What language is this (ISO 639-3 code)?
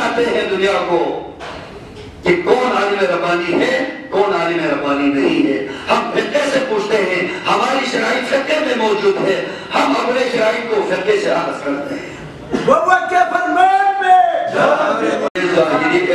urd